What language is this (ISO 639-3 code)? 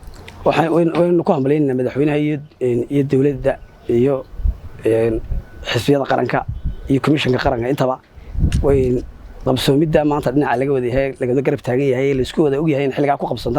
som